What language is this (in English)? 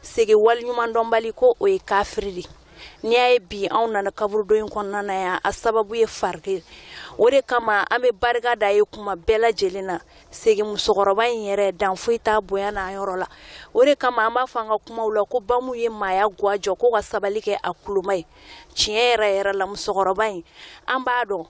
Bambara